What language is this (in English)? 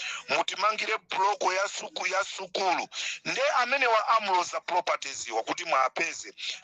Nyanja